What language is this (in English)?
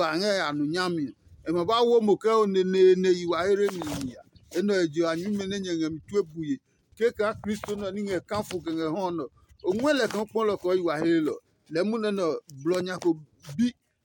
Adangme